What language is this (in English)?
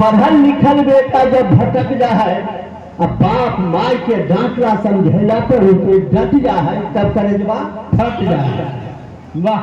Magahi